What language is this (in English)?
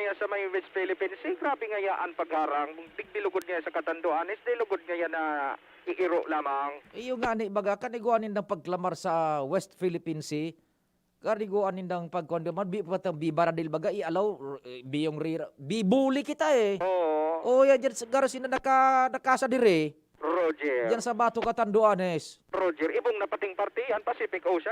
Bikol